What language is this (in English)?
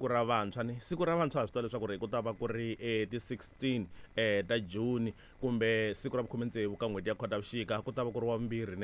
Tsonga